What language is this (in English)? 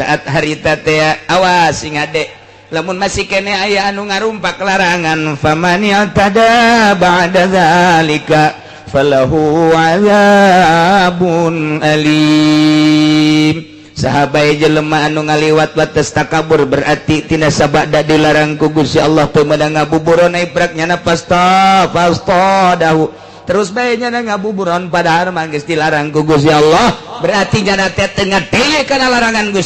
Sundanese